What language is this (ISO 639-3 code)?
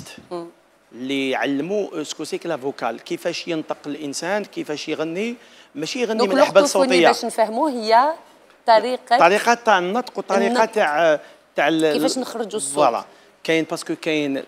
arq